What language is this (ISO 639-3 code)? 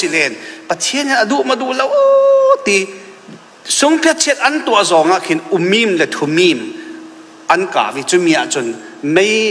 cfm